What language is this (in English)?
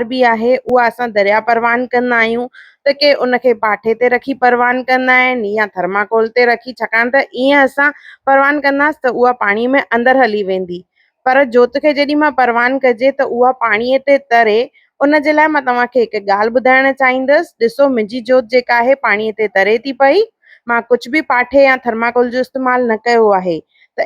Sindhi